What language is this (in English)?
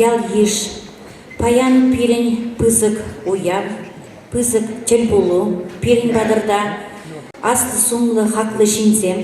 Chuvash